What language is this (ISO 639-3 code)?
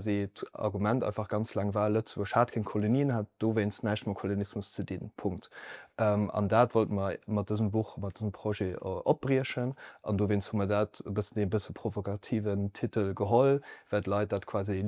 ltz